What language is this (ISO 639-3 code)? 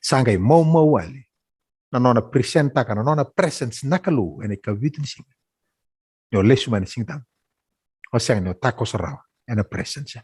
fij